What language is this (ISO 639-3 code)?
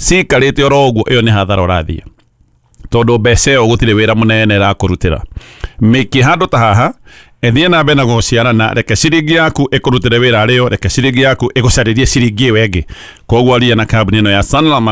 kik